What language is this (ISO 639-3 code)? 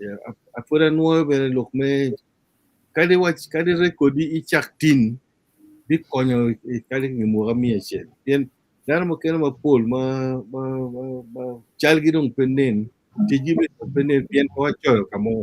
ach